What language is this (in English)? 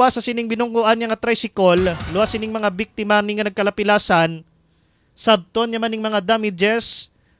Hiligaynon